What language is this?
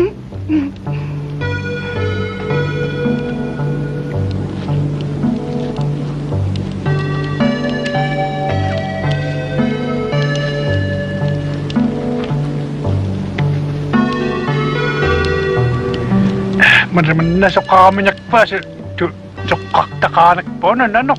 Italian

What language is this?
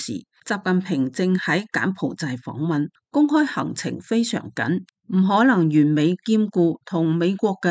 Cantonese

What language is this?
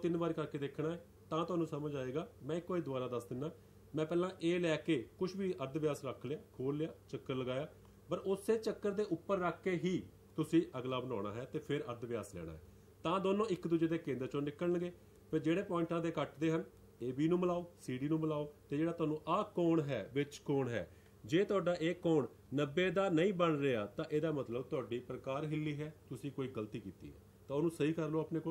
Punjabi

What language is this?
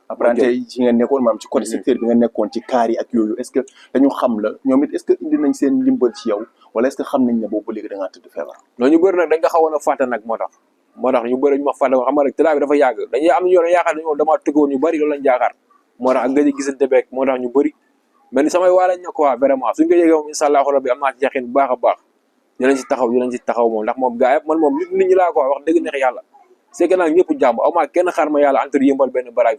Wolof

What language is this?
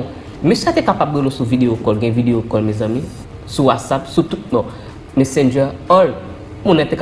Haitian Creole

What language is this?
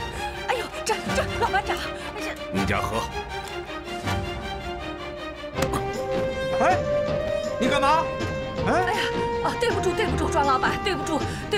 Chinese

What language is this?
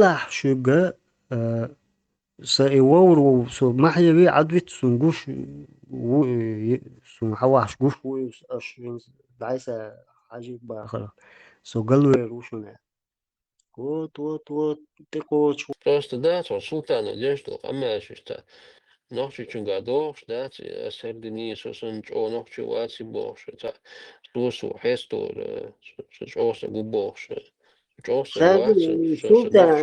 Chechen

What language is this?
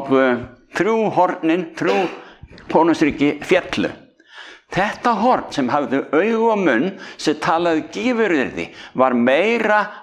Icelandic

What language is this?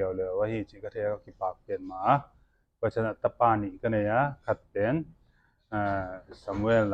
Paite Chin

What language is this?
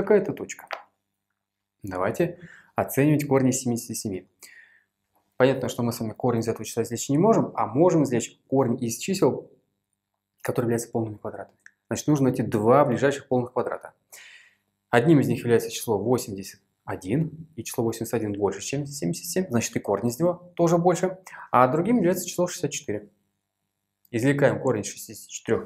Russian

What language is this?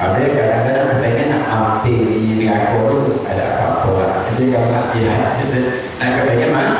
Musi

